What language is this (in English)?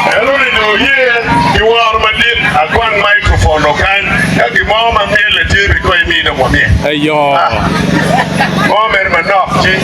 Acoli